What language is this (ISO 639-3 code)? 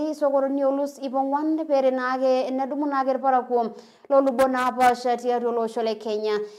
mas